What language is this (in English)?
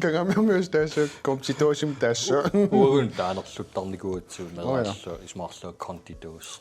Kalaallisut